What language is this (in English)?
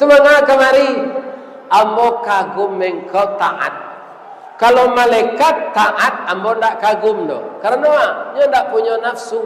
Minangkabau